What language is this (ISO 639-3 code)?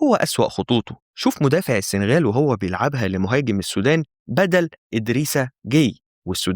arz